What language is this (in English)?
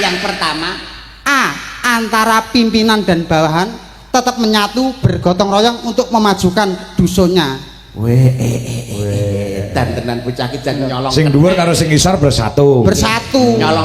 Javanese